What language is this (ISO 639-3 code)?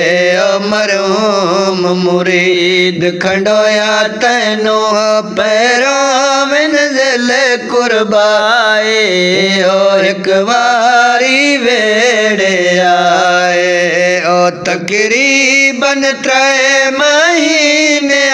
skr